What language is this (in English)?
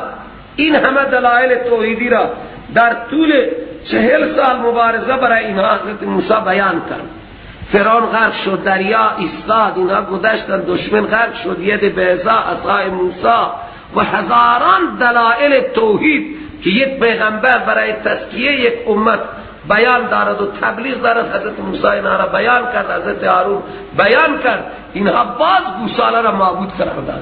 Persian